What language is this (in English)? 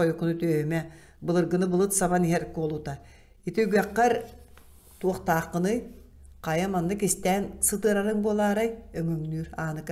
Yakut